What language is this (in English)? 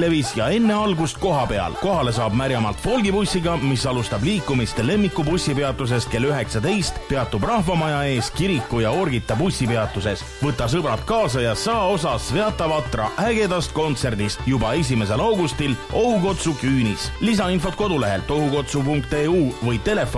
Estonian